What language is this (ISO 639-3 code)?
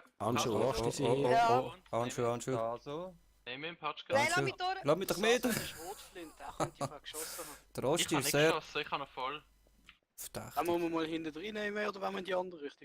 gsw